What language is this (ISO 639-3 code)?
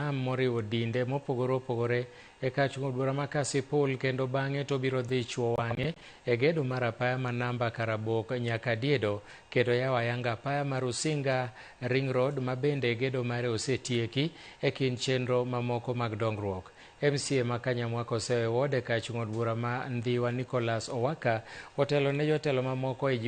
luo